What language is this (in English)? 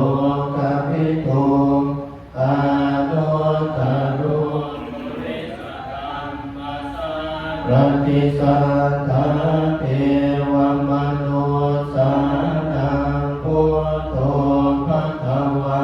Pali